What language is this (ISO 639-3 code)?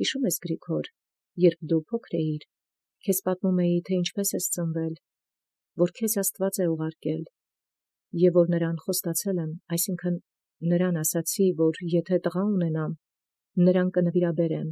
hye